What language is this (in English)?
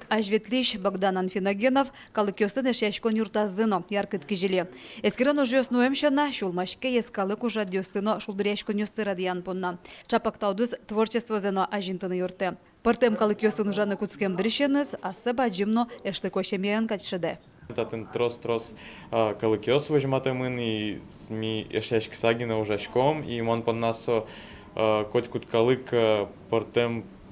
Udmurt